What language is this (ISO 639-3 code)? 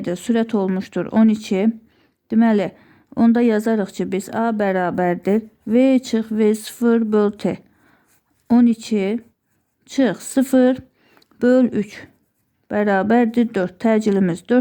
aze